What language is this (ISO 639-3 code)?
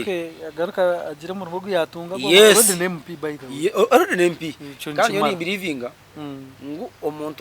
nyn